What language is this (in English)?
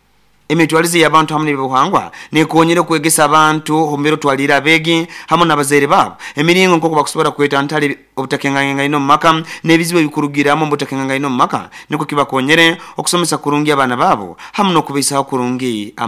Nyoro